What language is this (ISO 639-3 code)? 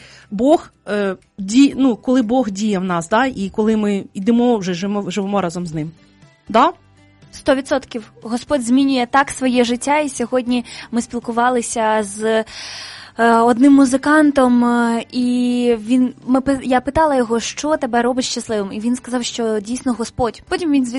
ukr